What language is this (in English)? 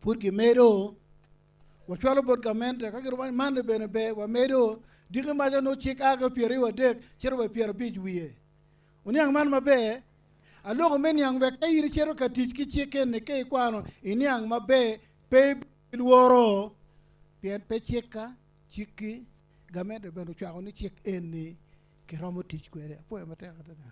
Acoli